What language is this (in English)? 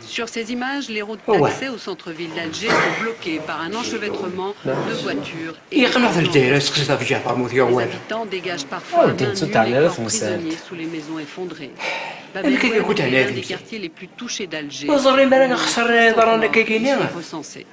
Kabyle